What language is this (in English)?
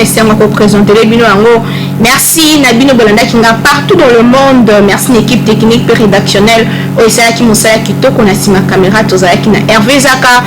Lingala